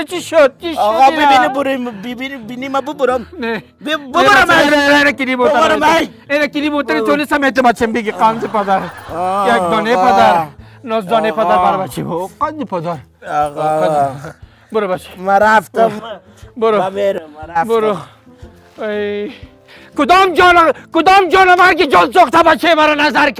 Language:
Persian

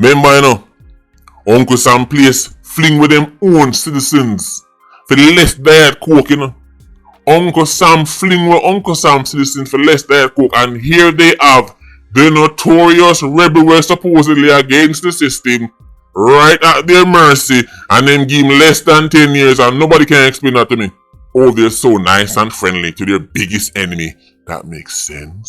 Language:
Jamaican Creole English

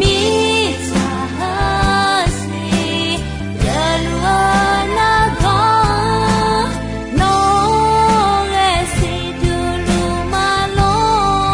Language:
Akha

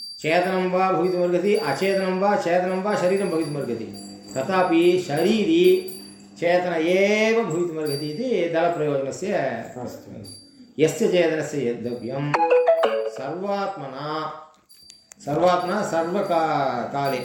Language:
Sanskrit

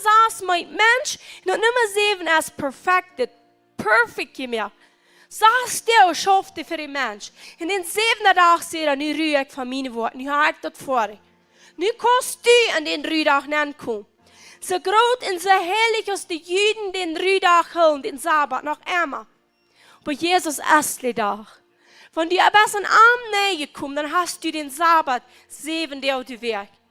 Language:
Plautdietsch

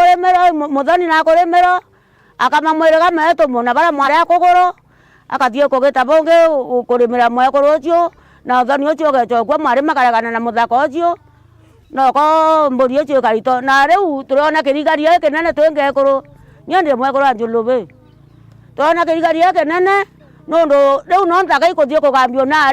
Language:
Meru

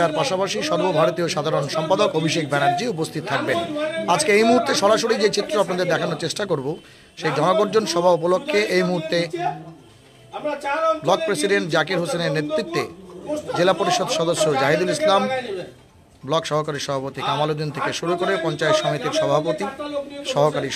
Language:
Bangla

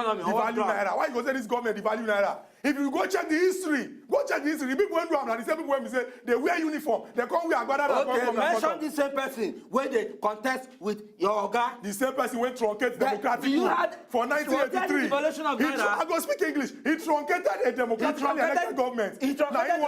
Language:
Nigerian Pidgin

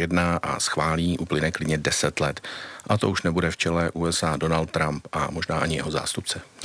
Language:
Czech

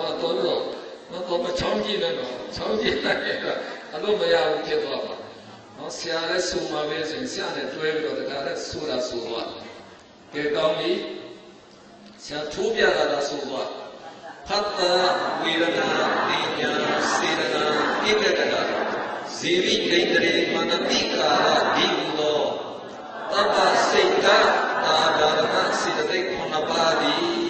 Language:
Burmese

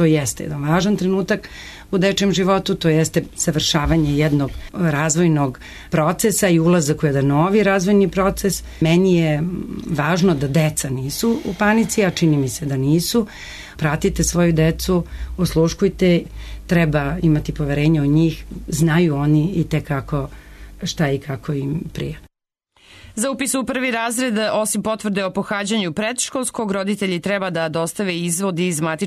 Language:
Serbian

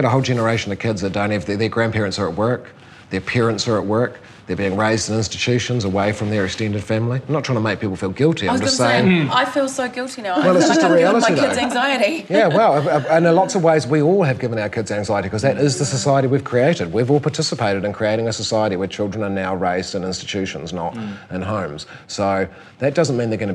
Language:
English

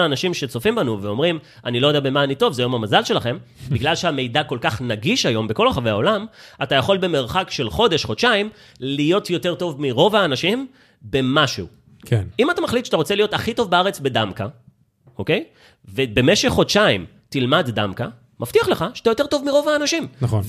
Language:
Hebrew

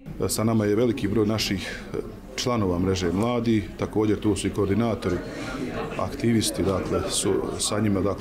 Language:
Bosnian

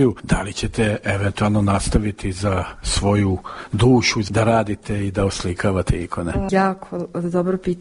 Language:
Serbian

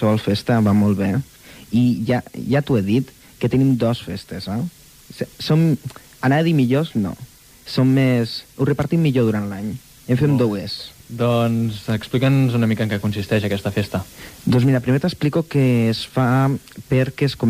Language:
Catalan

